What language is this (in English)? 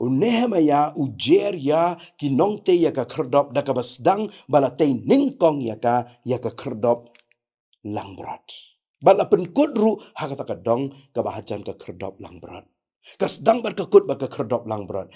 Khasi